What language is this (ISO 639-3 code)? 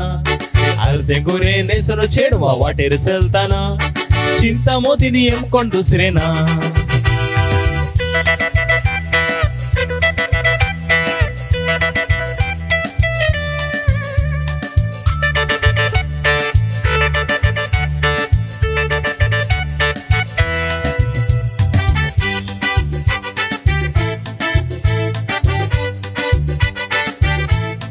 kok